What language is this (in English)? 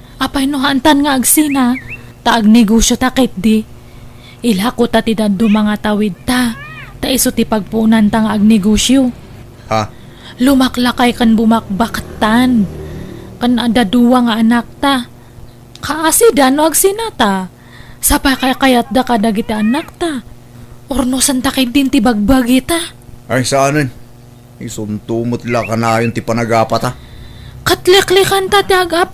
Iloko